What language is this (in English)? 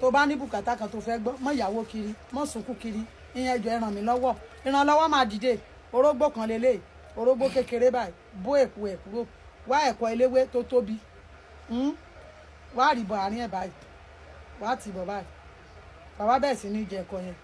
Yoruba